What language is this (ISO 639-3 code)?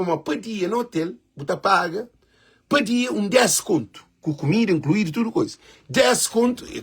kea